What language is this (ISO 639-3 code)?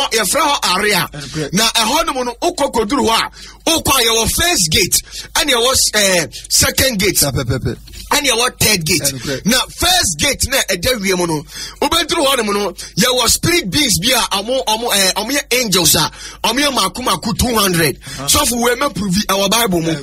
aka